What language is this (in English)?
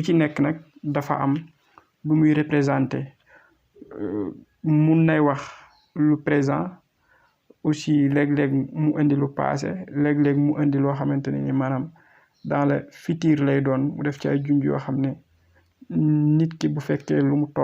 Wolof